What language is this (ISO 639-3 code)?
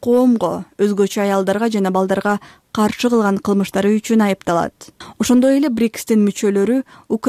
kir